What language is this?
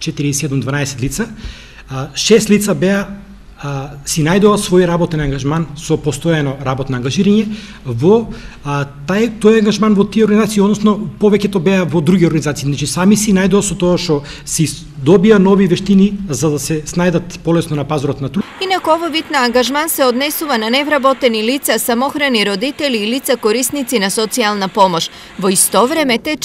Macedonian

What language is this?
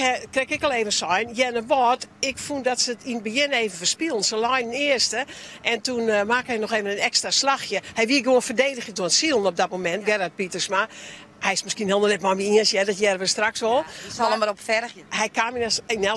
Western Frisian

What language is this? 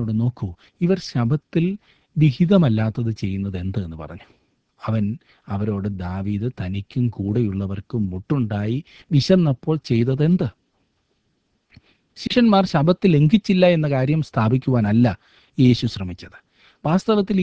Malayalam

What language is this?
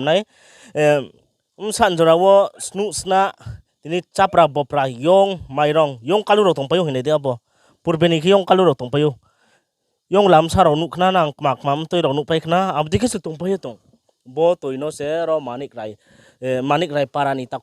Riang (India)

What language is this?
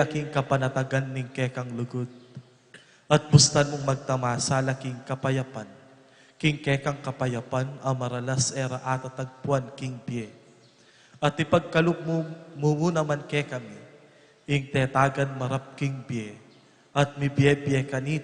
Pampanga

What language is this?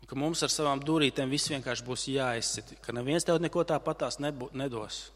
Latvian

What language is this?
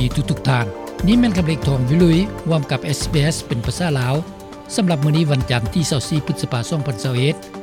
Lao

